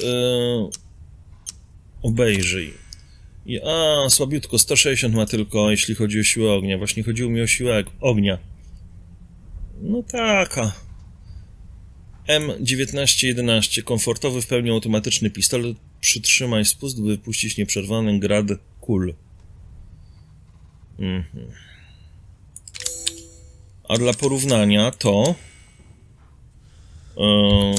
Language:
Polish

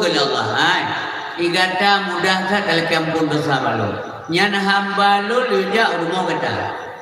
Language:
Achinese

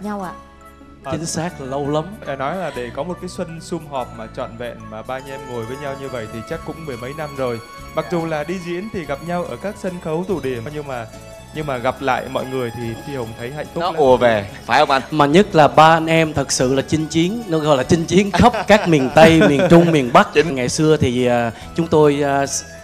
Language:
Vietnamese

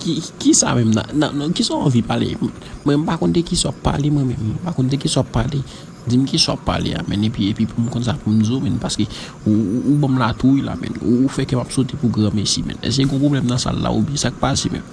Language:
Haitian Creole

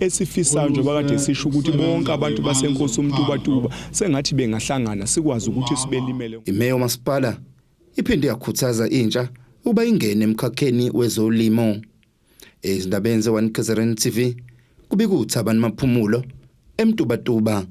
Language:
Zulu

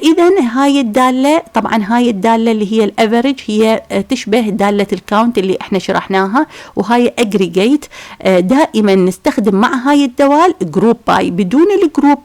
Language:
Mesopotamian Arabic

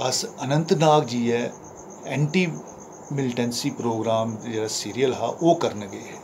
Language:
Dogri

